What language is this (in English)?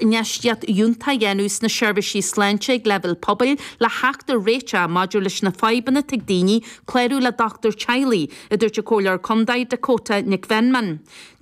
Irish